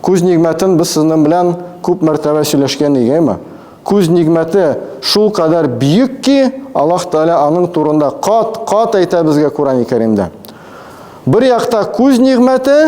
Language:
Tatar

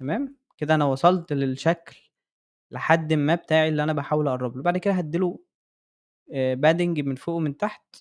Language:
Egyptian Arabic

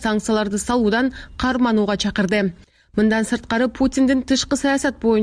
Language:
Kyrgyz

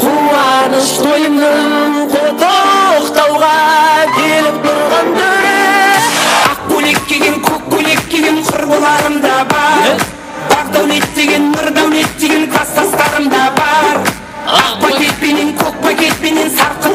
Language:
Kara-Kalpak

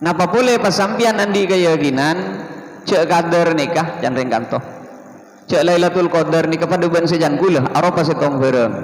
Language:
Madurese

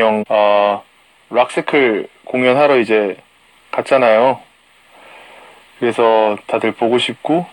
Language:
Korean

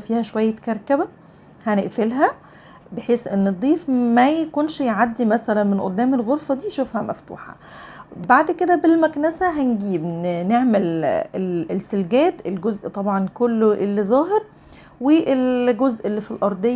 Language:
Egyptian Arabic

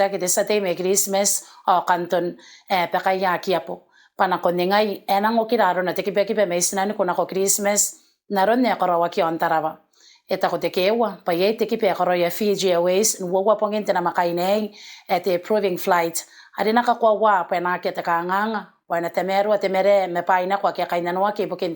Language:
Gilbertese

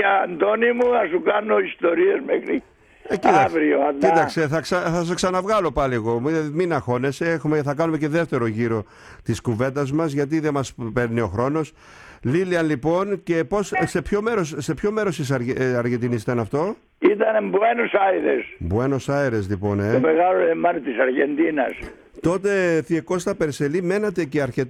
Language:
Greek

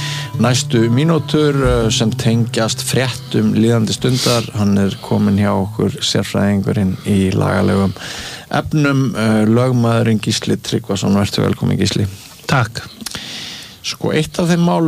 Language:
Icelandic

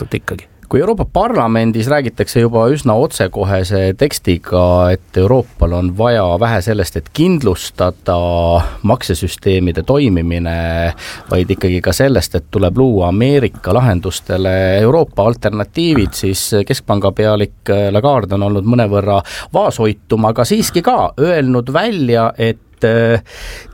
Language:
Estonian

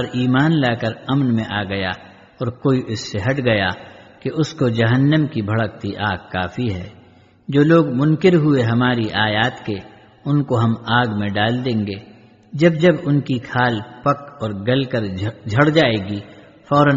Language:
Urdu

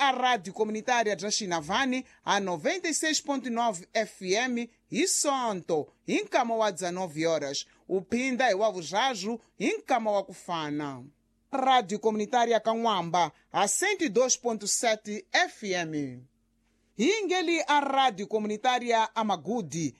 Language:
Tsonga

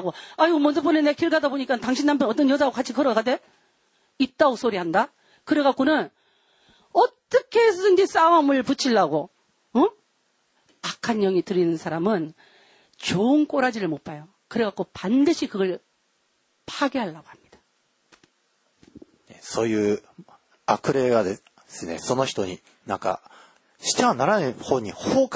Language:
Korean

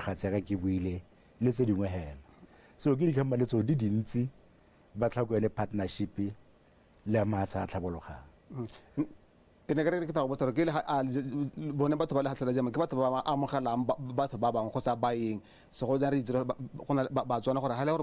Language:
Tswana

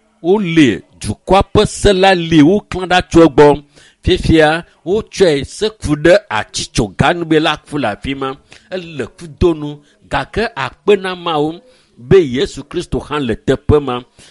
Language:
Ewe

